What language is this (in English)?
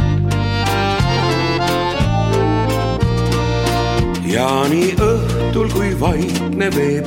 Estonian